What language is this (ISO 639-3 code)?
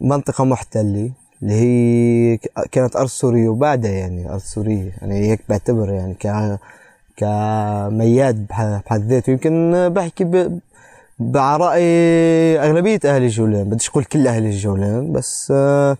apc